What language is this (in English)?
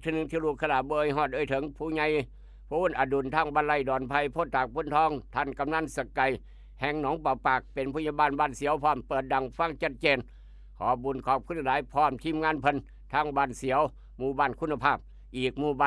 Northeastern Thai